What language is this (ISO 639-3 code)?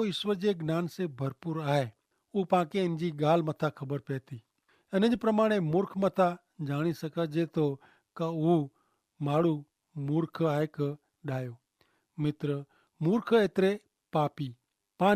kfr